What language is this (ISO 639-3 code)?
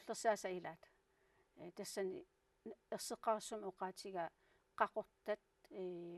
kal